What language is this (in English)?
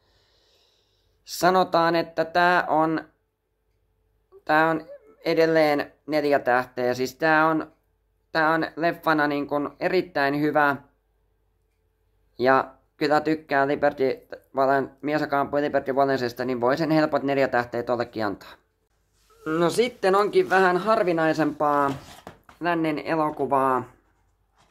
Finnish